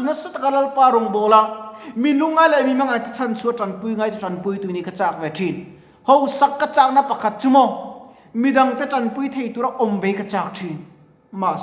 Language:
Mizo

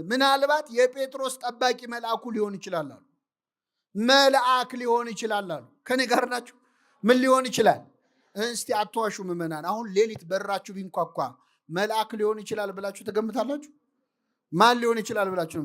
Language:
Amharic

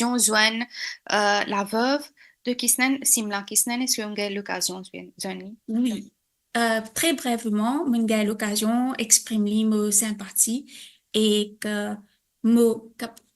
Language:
Morisyen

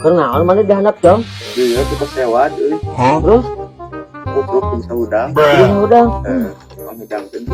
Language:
Sundanese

